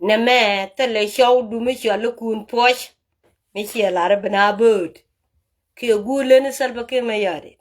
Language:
Nuer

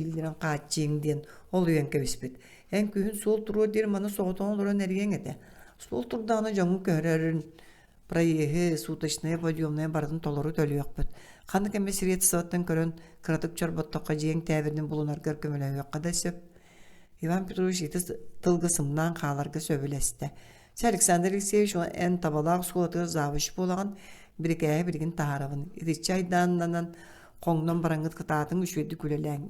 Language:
Yakut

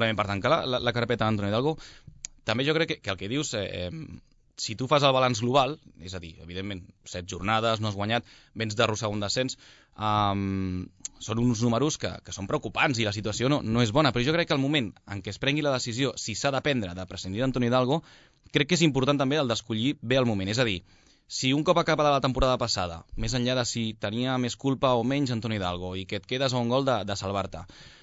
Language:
Catalan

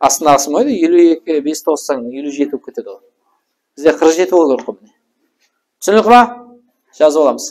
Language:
Kara-Kalpak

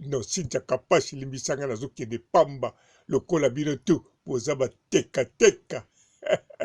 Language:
Lingala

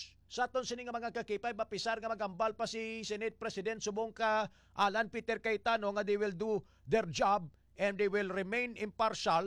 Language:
Hiligaynon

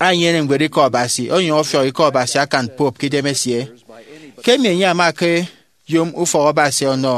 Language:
Efik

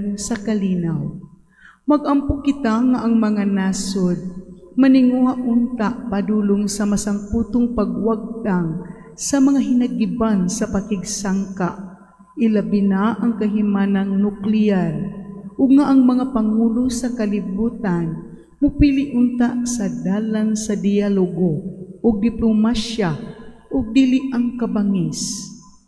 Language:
Cebuano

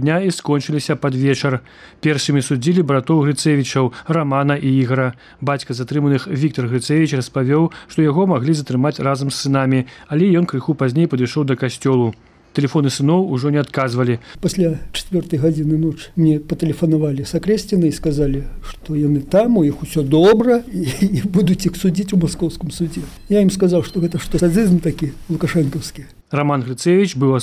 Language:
Belarusian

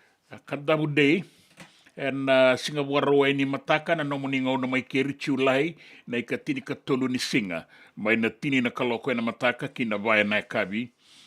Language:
Fijian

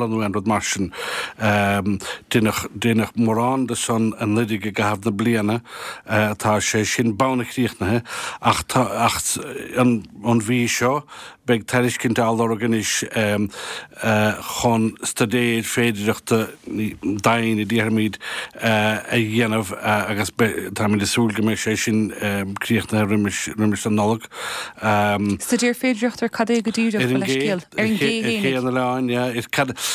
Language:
Irish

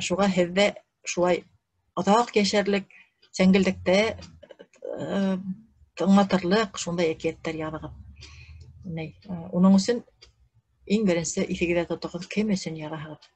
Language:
Bashkir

